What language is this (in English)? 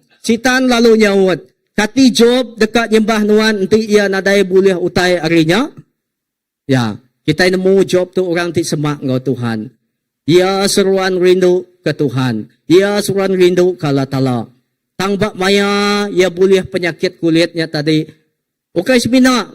Iban